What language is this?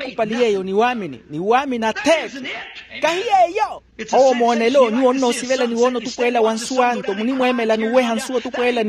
Makhuwa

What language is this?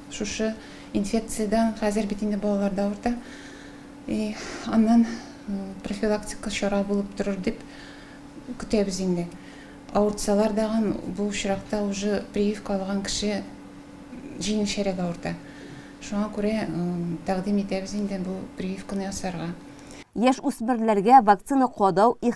Tatar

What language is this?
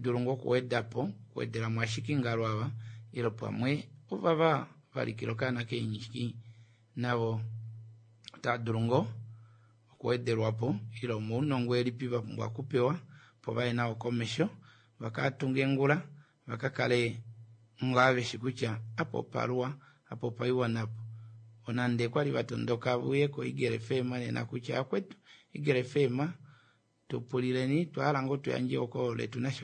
Kuanyama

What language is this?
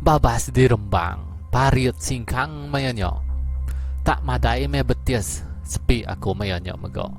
Iban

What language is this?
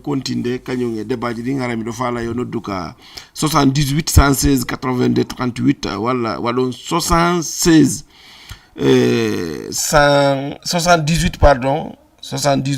Fula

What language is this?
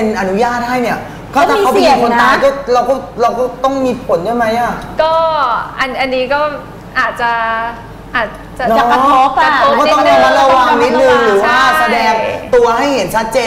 Thai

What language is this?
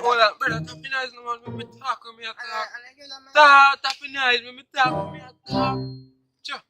Jamaican Creole English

